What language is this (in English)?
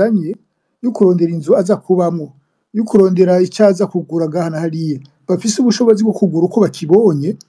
Rundi